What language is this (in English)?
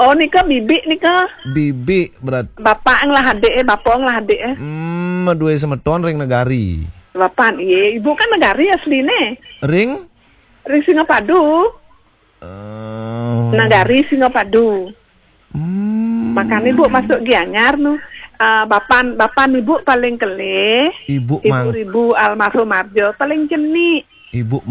Balinese